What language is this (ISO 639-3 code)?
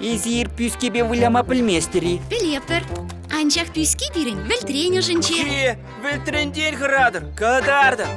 chv